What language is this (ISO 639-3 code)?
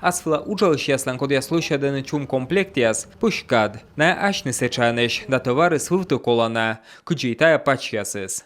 kom